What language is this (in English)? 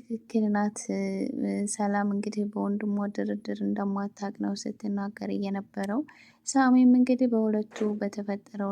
Amharic